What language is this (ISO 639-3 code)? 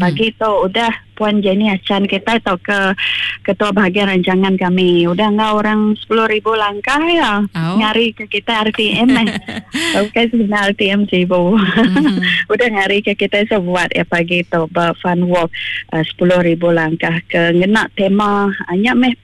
iba